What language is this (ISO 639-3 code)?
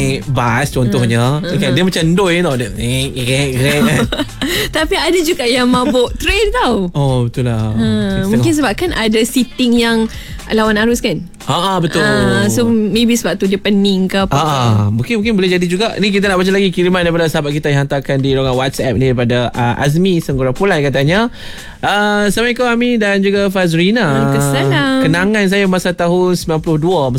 msa